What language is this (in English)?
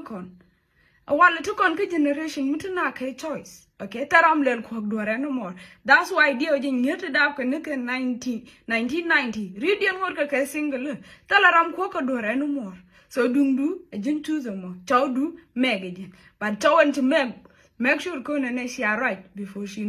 Nuer